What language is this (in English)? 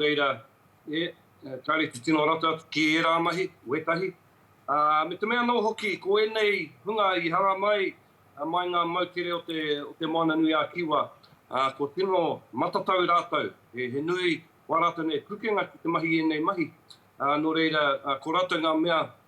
Māori